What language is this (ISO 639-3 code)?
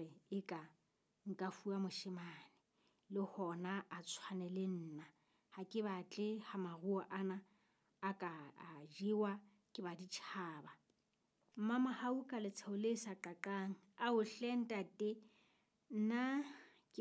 sot